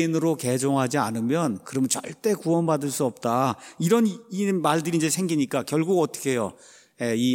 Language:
Korean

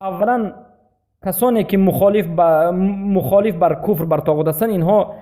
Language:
Persian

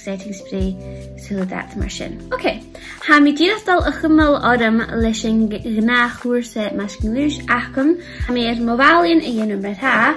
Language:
Scottish Gaelic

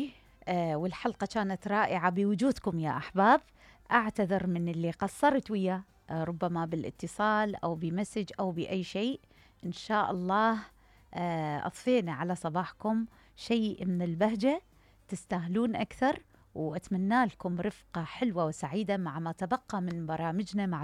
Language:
Mesopotamian Arabic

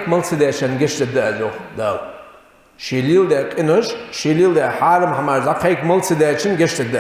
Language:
Ingush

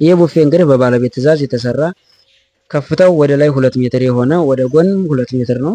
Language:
Amharic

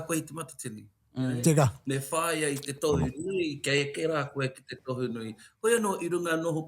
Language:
Māori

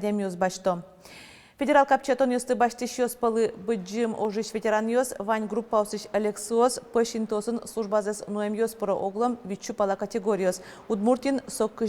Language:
Udmurt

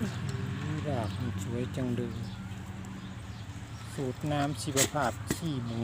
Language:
Lao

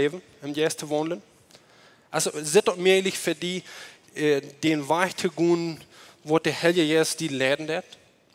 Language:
Plautdietsch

